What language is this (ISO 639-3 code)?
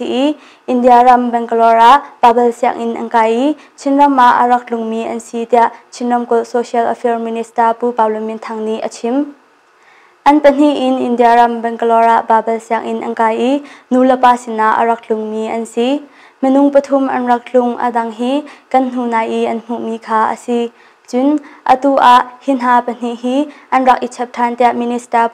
cnh